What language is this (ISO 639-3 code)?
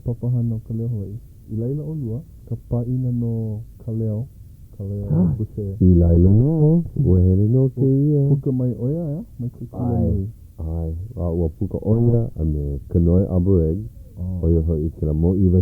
haw